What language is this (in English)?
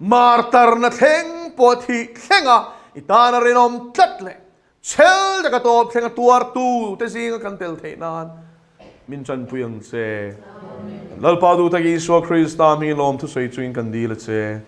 Mizo